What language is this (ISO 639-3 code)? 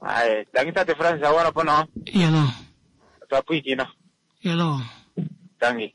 kua